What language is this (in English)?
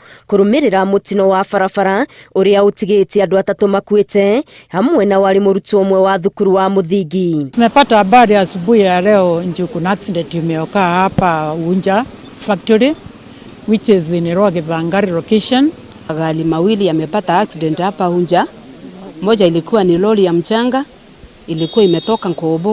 Kikuyu